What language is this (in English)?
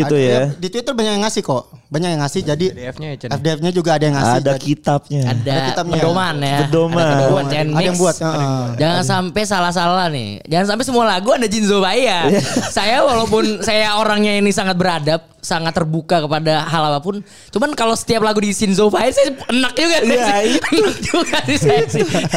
Indonesian